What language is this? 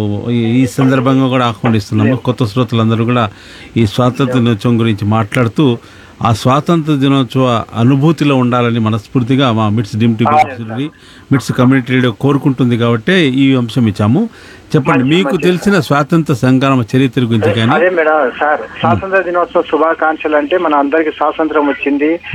Telugu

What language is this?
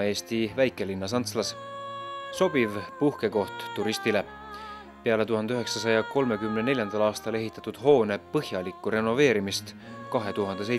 Estonian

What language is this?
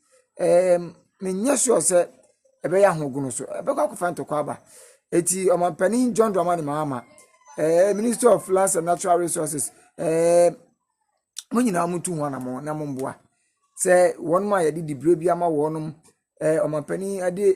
Akan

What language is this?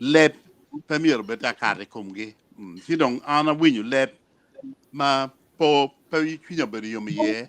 Acoli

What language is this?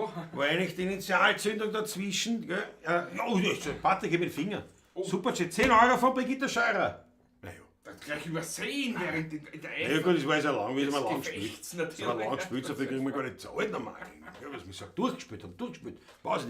Bavarian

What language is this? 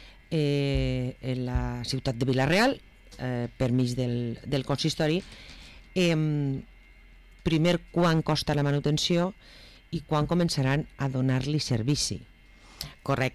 Catalan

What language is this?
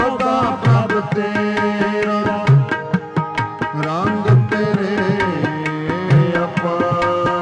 Punjabi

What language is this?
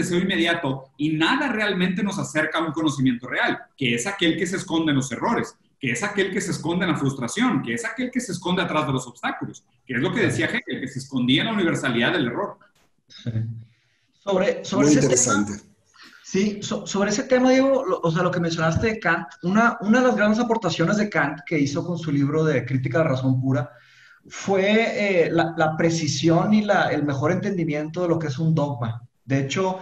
Spanish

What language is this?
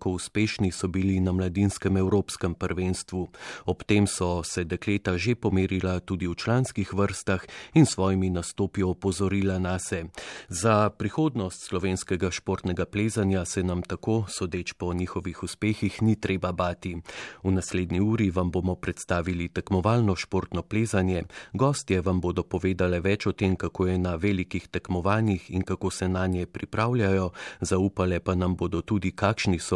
Slovenian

